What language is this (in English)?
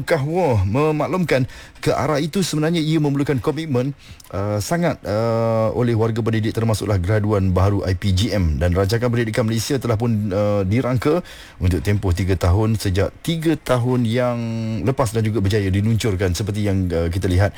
Malay